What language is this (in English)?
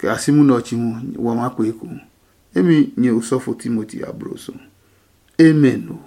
Adangme